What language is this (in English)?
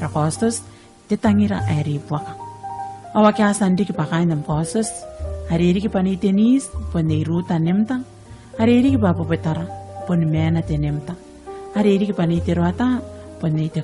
Gilbertese